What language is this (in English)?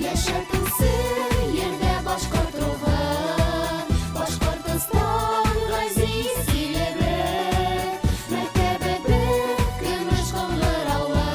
Bashkir